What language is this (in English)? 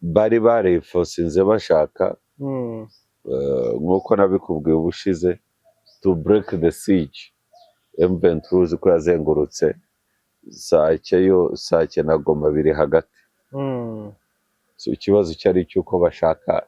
Kinyarwanda